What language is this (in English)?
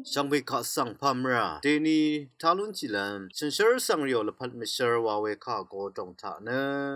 Rawang